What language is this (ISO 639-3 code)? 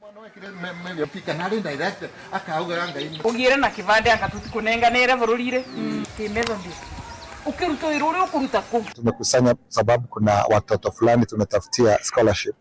kam